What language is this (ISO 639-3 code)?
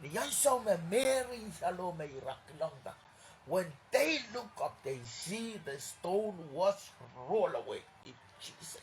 pon